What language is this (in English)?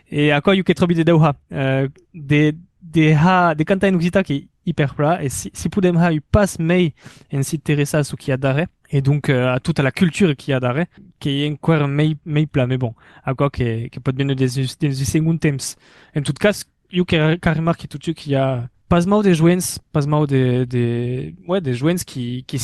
Occitan